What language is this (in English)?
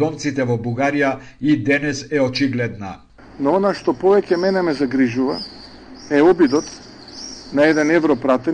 Macedonian